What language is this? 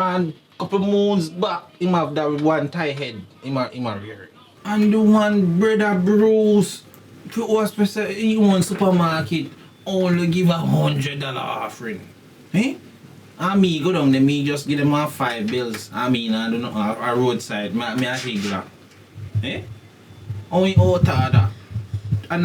Jamaican Creole English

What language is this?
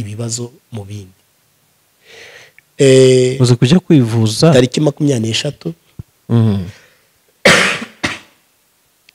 Kinyarwanda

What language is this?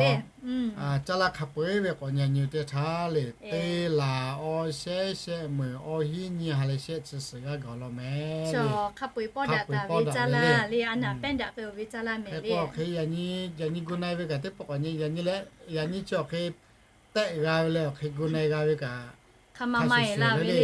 Lahu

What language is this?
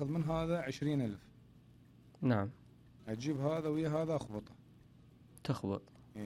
Mesopotamian Arabic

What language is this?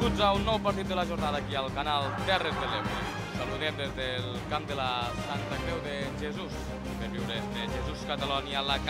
Catalan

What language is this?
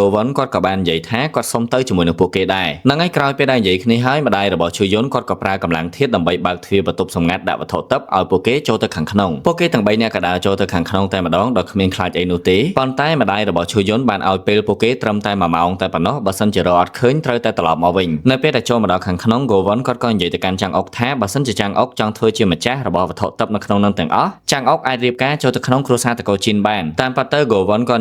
Khmer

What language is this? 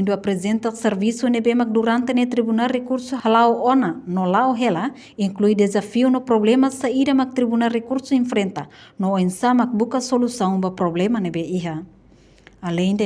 Tetum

